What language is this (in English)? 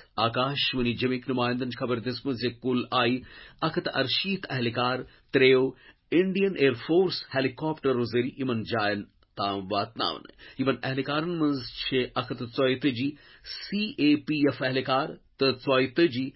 Kashmiri